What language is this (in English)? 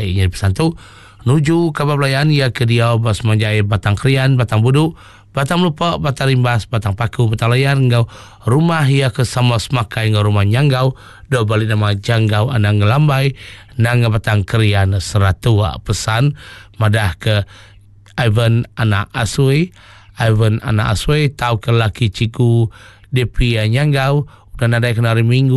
Iban